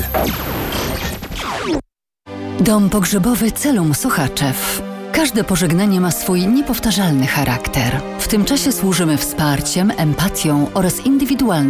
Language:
Polish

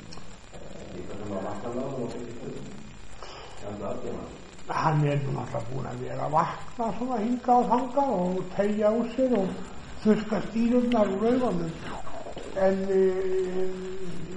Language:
Icelandic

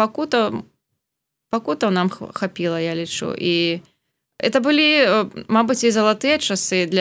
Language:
Belarusian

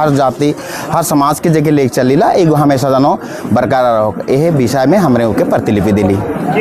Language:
Sadri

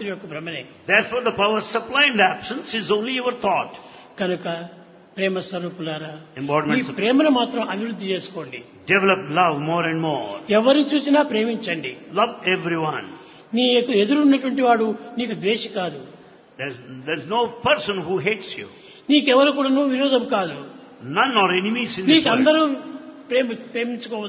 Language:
Telugu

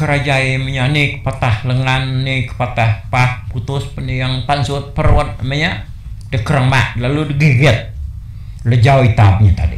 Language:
Iban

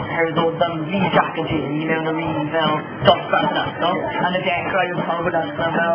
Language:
Welsh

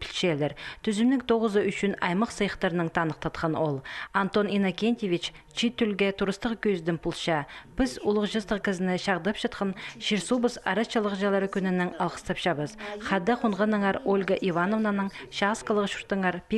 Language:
Khakas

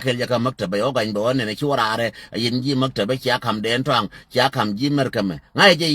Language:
Nuer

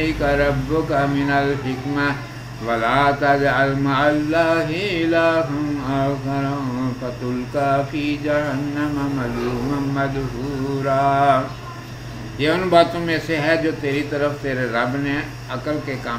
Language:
Urdu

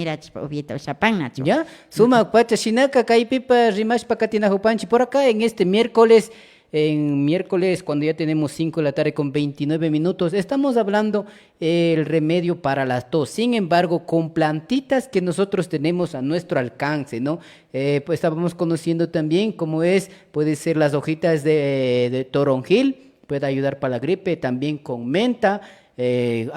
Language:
Imbabura Highland Quichua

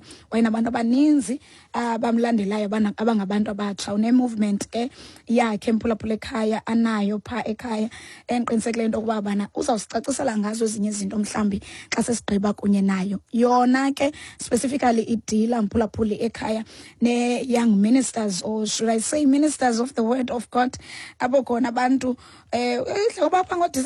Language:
Xhosa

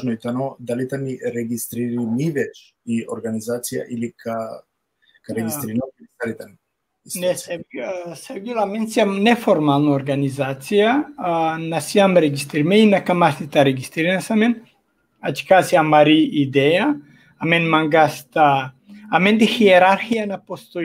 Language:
Balkan Romani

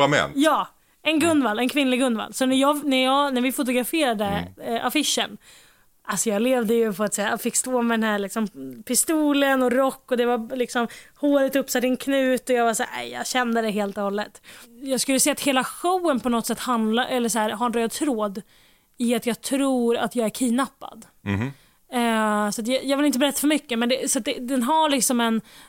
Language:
Swedish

